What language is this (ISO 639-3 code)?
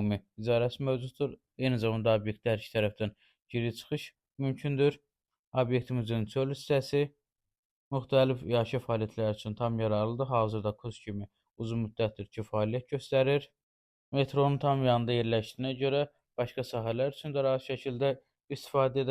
aze